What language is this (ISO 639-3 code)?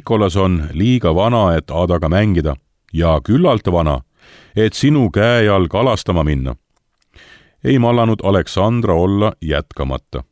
est